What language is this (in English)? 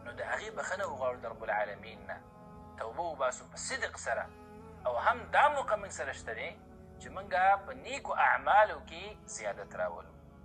Pashto